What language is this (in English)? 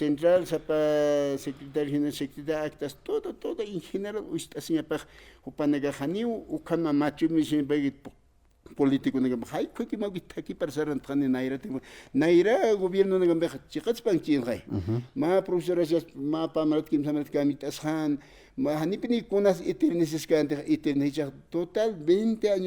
Aymara